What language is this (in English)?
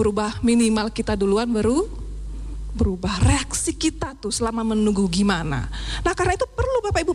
Indonesian